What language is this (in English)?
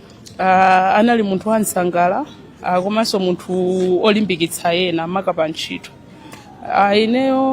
Nyanja